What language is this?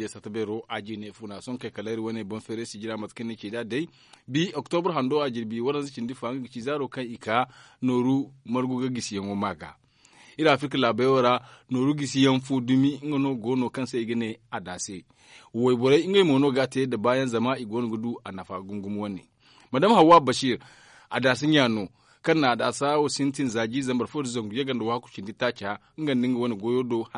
Zarma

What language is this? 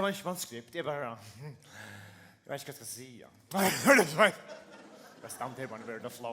Faroese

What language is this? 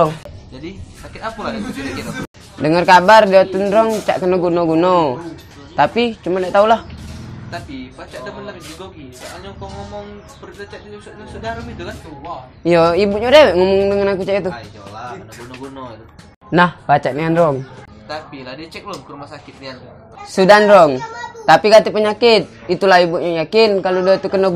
Musi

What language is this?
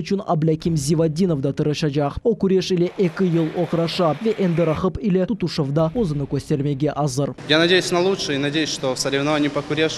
Crimean Tatar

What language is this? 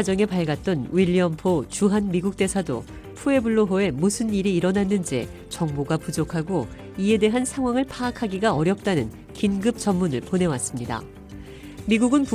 Korean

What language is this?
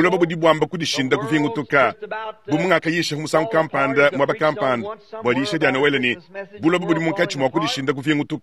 Luba-Lulua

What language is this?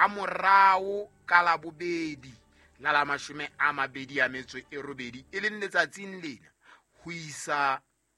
Southern Sotho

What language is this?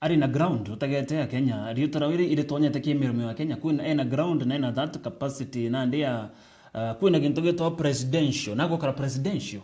Meru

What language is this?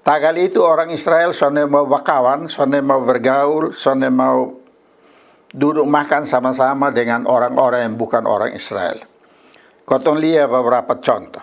Kupang Malay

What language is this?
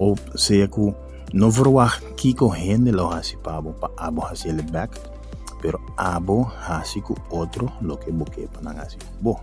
Papiamento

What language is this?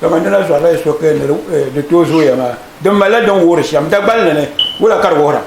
Dagbani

